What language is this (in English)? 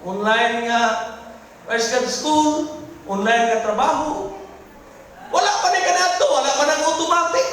Cebuano